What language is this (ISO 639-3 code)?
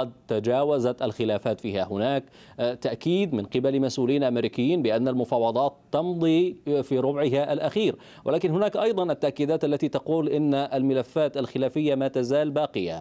ara